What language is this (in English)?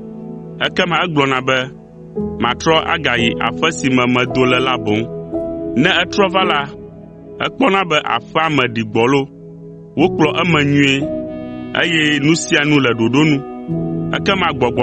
Ewe